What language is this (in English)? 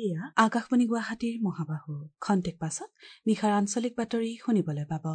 Assamese